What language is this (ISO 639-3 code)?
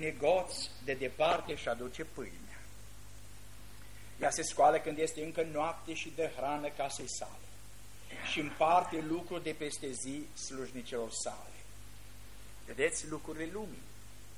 ron